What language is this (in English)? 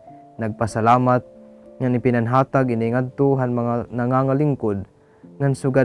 Waray